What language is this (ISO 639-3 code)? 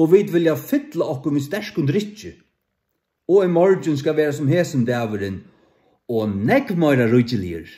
fao